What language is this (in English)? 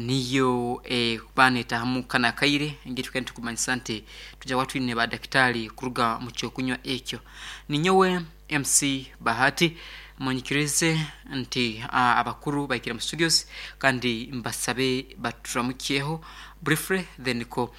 Nyankole